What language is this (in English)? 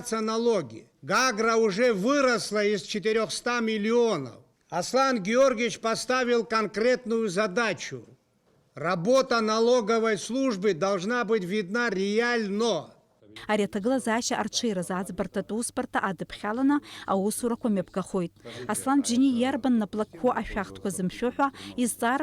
Abkhazian